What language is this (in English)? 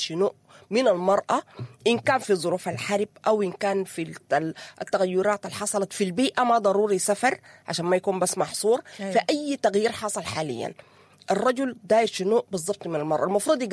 Sudanese Arabic